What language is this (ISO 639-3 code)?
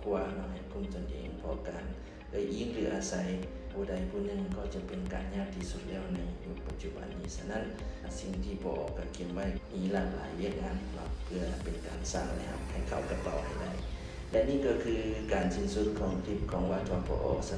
lao